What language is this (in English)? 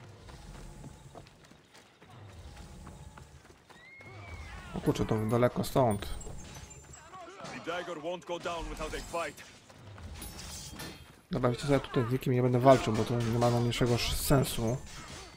Polish